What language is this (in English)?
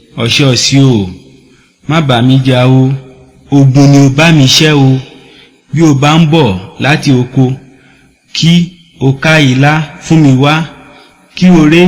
Yoruba